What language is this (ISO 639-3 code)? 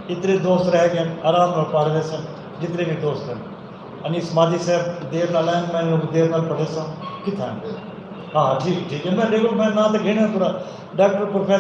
skr